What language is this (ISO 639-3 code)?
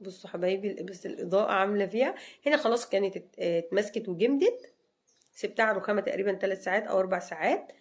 arz